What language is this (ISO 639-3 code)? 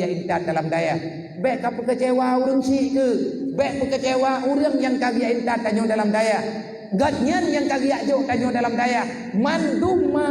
ace